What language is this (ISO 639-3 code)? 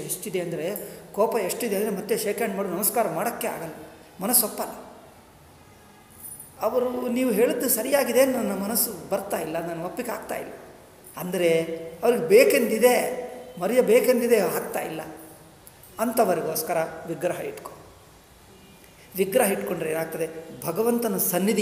kan